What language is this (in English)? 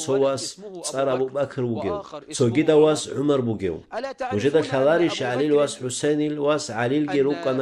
Avaric